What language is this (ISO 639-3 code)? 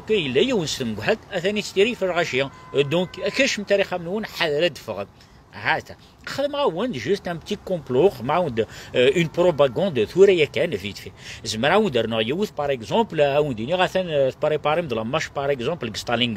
kab